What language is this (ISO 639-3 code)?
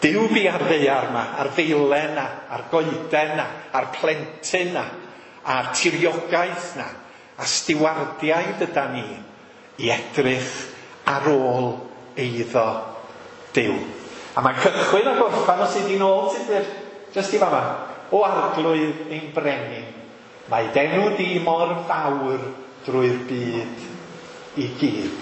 cym